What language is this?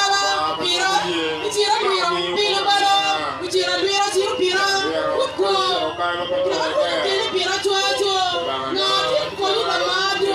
Acoli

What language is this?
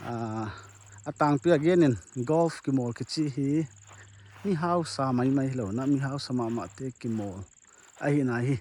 Paite Chin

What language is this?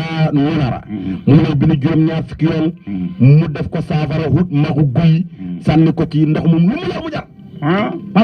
Wolof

